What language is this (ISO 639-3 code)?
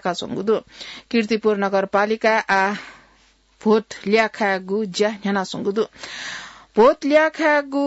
new